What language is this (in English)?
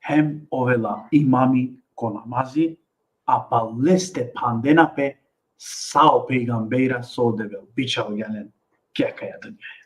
Balkan Romani